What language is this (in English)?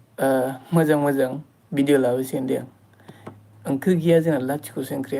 Bodo